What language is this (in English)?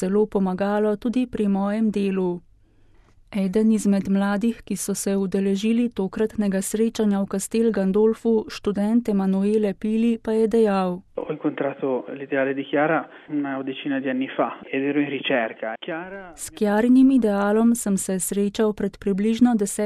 Slovenian